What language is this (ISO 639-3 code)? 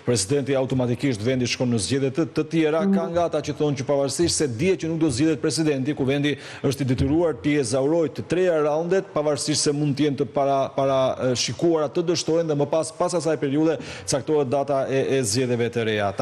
sqi